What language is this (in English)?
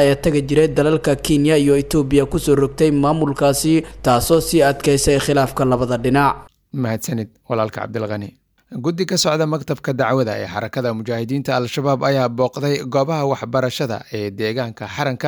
Somali